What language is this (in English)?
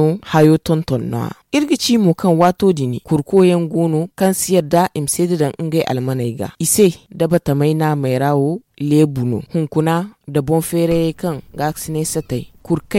Zarma